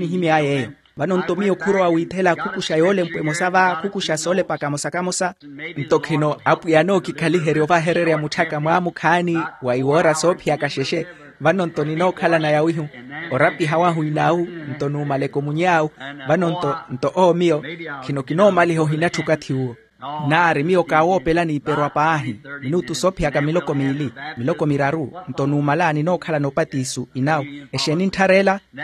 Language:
Makhuwa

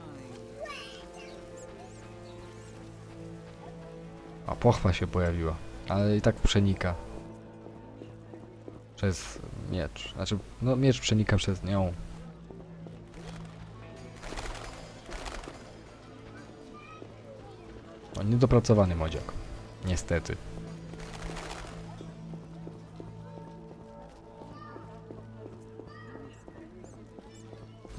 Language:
Polish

